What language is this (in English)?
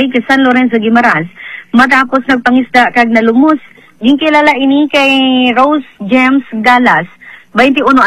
Hiligaynon